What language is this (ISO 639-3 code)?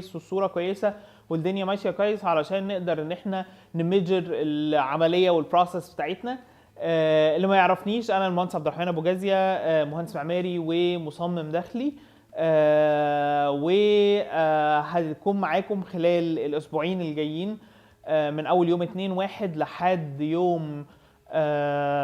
arz